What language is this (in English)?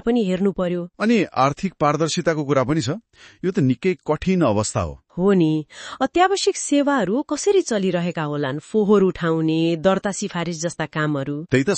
Nepali